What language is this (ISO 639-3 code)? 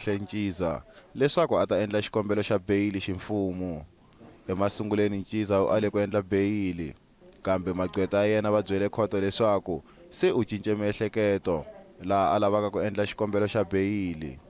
tso